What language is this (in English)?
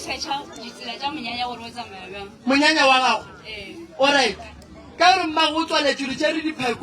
Northern Sotho